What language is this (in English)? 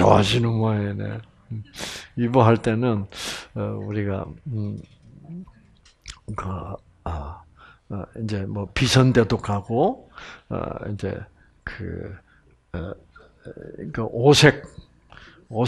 Korean